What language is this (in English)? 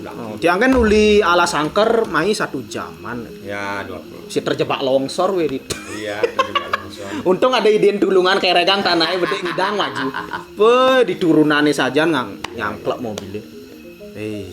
Balinese